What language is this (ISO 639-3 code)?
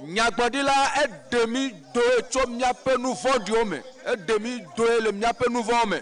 ewe